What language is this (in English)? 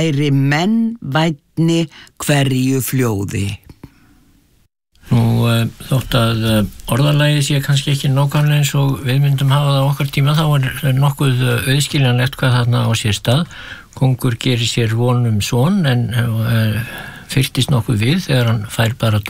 Icelandic